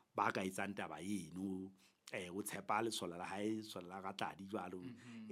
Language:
Southern Sotho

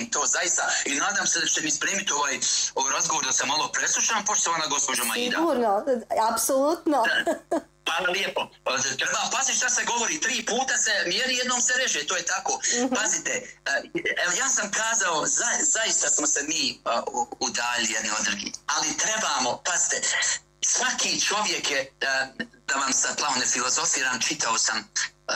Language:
Bosnian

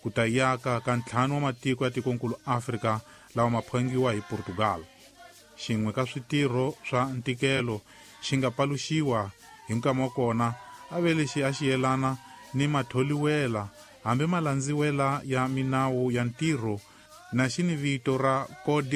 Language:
Tsonga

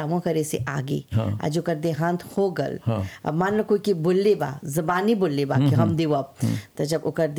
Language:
Bhojpuri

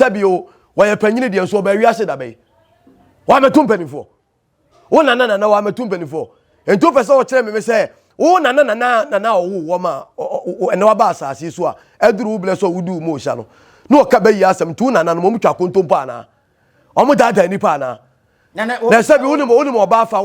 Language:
Akan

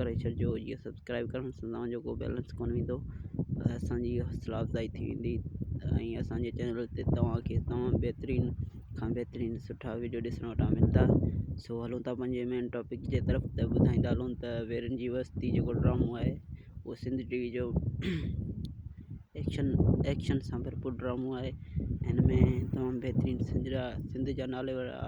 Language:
Sindhi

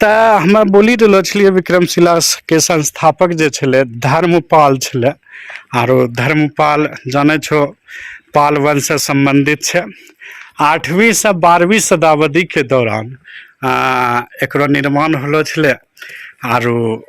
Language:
Angika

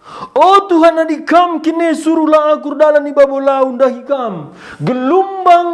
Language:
Batak Karo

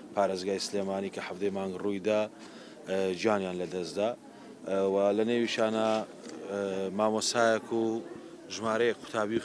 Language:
Central Kurdish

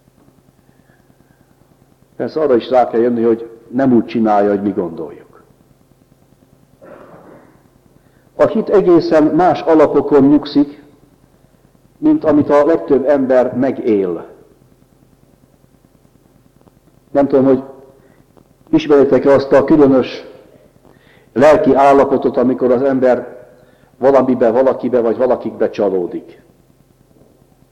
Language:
Hungarian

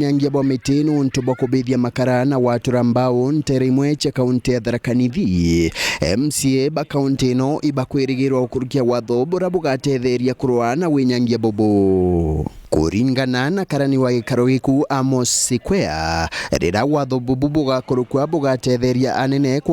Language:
Meru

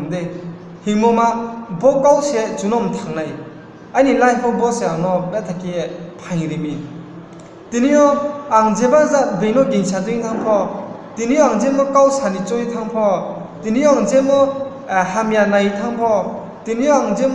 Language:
Riang (India)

